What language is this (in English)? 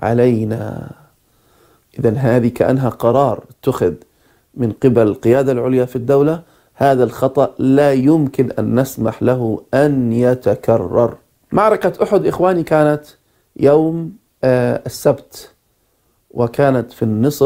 Arabic